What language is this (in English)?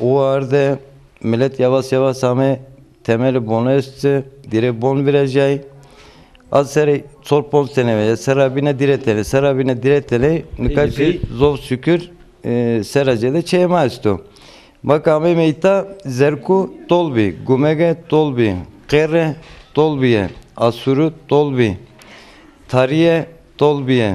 Zaza